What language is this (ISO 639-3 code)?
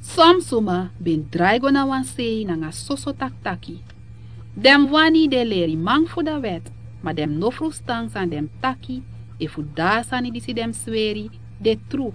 srn